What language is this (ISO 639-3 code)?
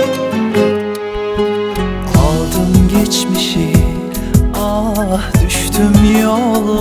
tur